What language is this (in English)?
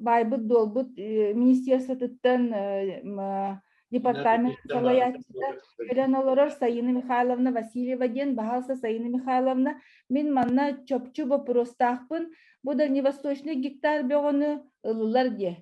Yakut